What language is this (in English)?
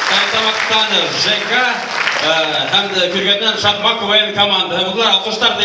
Bashkir